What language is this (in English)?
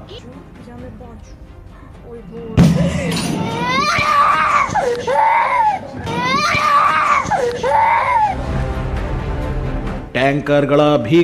Kannada